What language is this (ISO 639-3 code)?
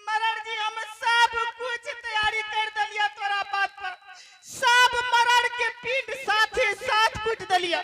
anp